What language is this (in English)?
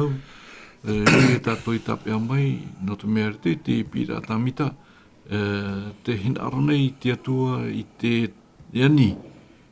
Tahitian